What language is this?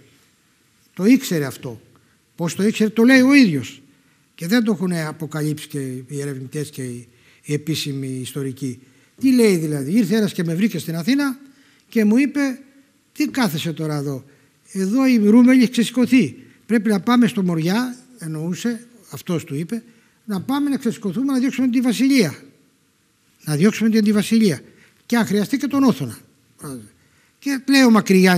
Greek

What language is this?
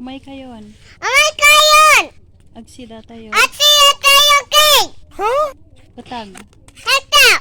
Iloko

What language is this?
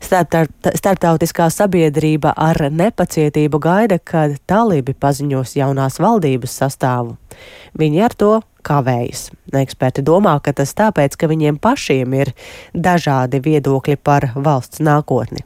Latvian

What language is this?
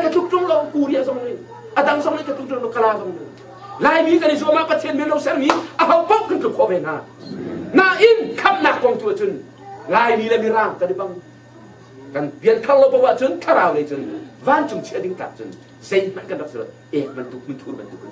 Hakha Chin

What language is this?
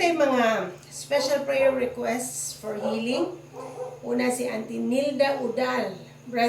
Cebuano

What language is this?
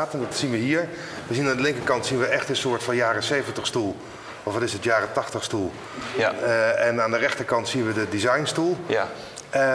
Dutch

